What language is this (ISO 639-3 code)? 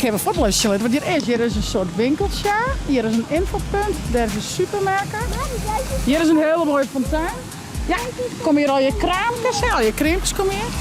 fry